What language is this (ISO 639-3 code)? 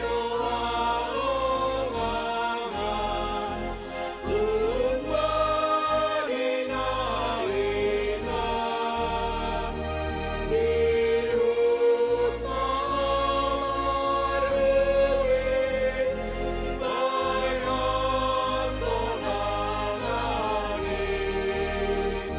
bts